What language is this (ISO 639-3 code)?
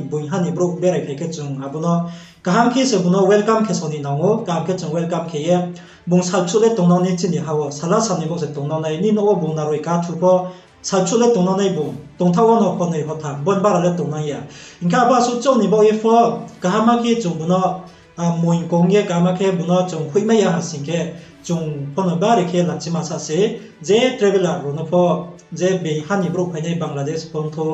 ria